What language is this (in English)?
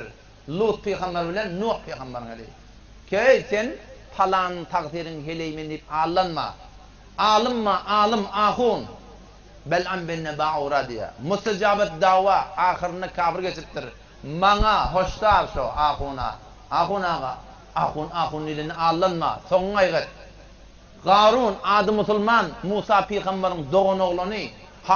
Turkmen